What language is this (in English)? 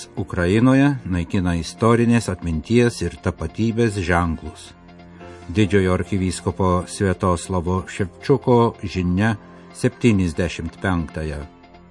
Lithuanian